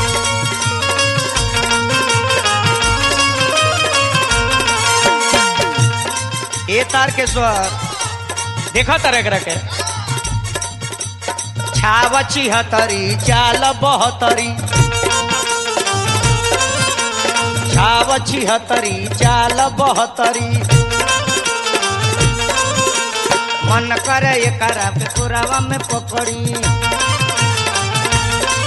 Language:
Bhojpuri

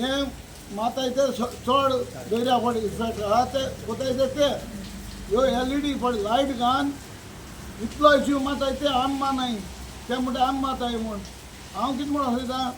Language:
Konkani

